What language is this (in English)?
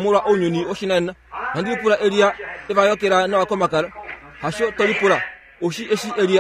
Kuanyama